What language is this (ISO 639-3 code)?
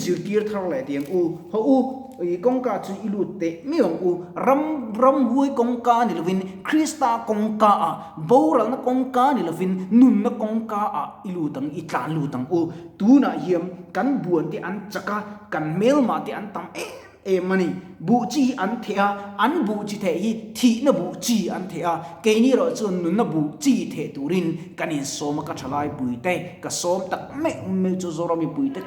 lus